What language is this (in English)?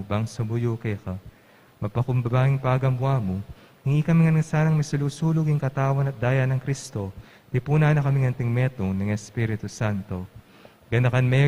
Pampanga